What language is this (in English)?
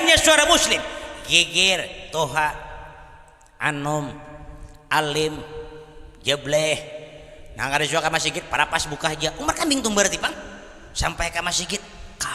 Banjar